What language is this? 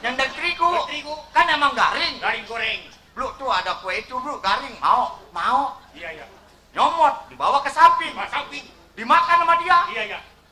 Betawi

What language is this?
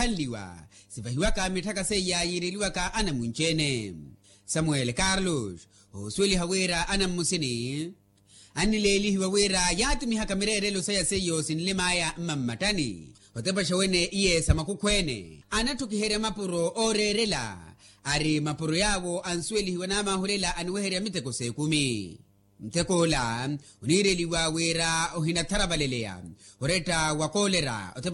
Makhuwa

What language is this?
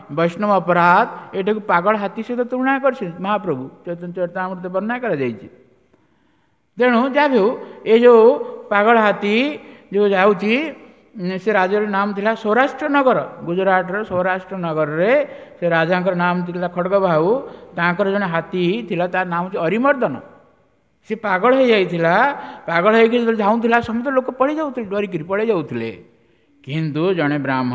Odia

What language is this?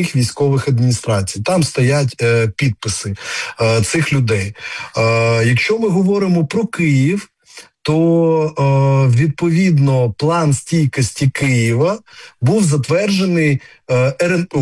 Ukrainian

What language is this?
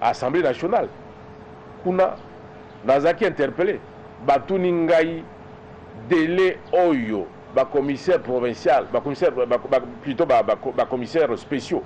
Lingala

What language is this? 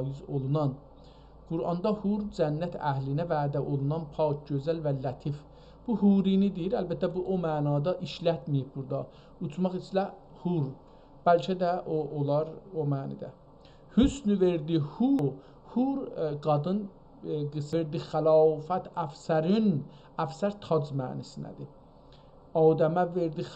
South Azerbaijani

